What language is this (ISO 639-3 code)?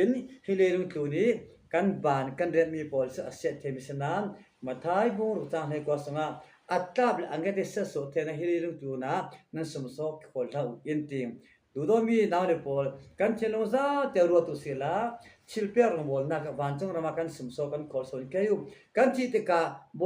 cfm